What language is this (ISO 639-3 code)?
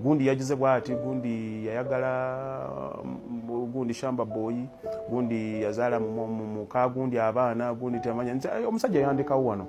lug